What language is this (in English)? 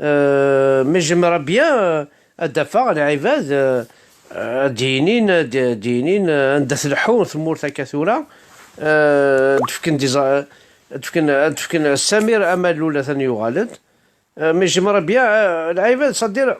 Kabyle